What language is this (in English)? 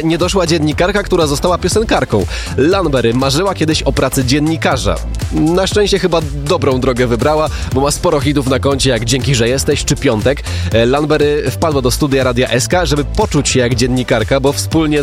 Polish